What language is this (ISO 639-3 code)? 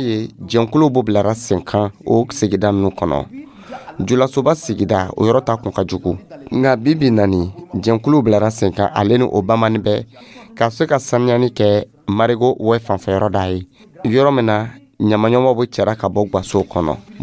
dyu